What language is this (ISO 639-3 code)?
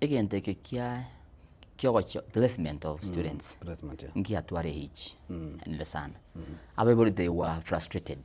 guz